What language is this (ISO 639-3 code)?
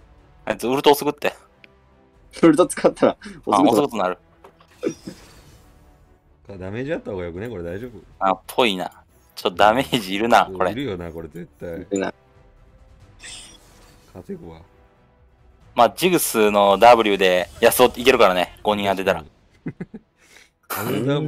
jpn